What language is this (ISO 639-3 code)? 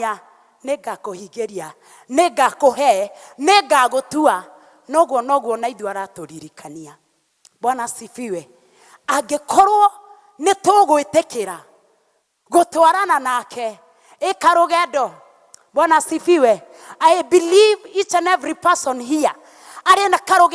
kik